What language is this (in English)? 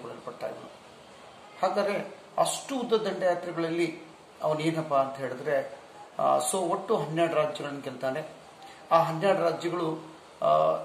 Kannada